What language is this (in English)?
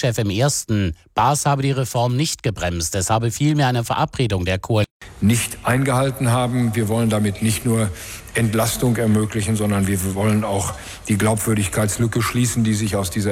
German